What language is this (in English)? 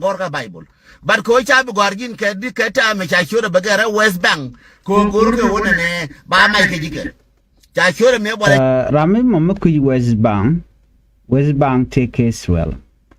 Nuer